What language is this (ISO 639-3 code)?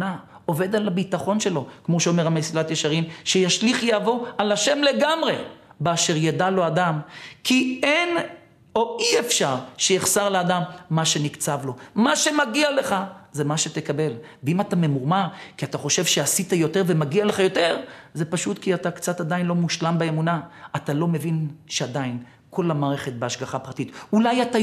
heb